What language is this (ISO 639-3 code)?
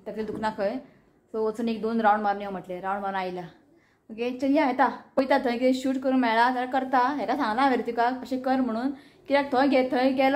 kok